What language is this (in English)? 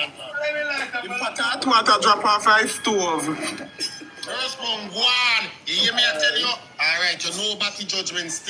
Jamaican Creole English